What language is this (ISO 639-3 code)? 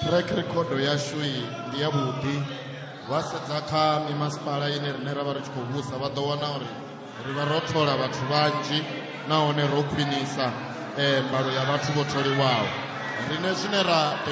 ven